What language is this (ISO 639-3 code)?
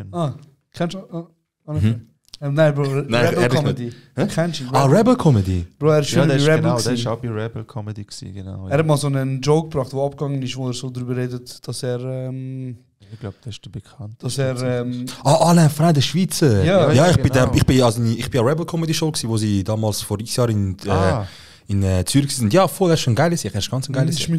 gsw